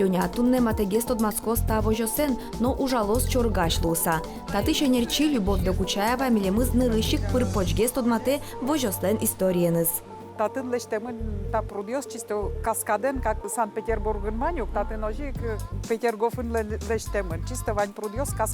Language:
Udmurt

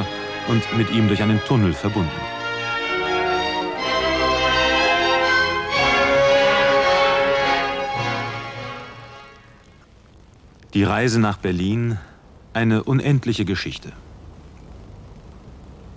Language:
German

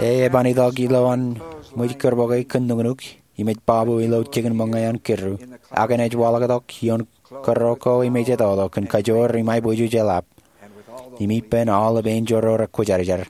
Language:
Marshallese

